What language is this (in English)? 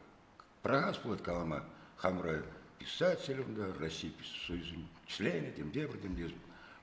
Chuvash